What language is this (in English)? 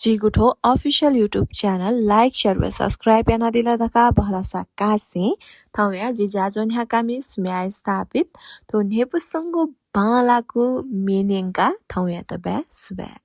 Newari